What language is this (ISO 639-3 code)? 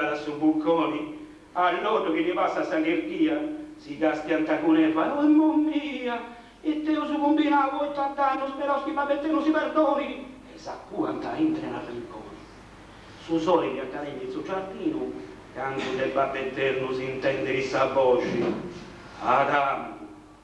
srd